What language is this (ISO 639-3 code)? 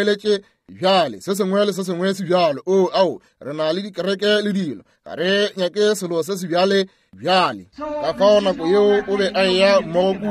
nso